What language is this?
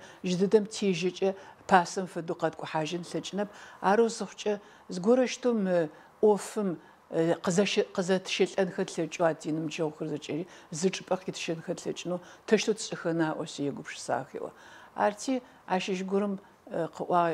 Adyghe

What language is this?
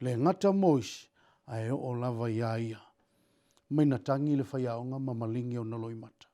Samoan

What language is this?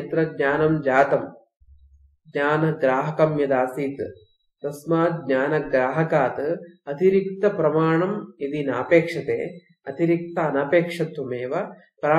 Sanskrit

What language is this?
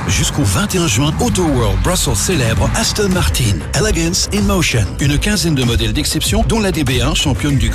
French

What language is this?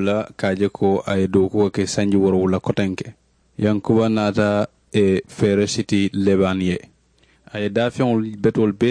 Mandingo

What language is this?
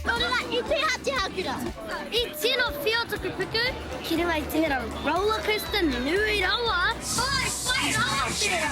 Māori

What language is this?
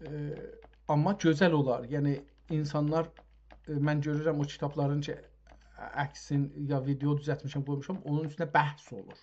South Azerbaijani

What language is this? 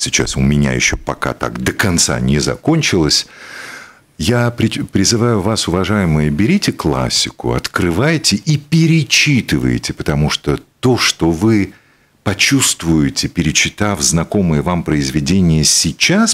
Russian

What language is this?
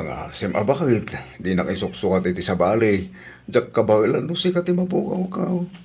Iloko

